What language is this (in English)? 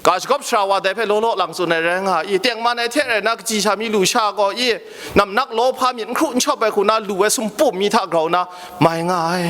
Kachin